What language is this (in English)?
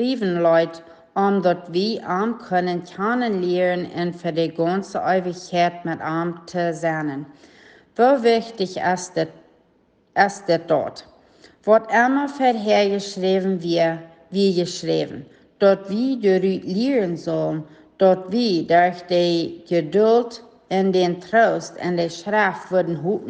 Plautdietsch